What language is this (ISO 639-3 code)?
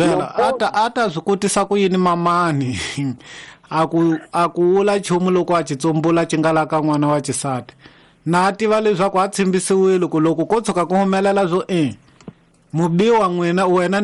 tso